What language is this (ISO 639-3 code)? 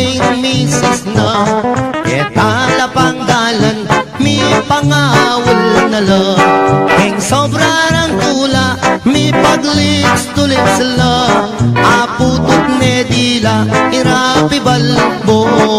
pam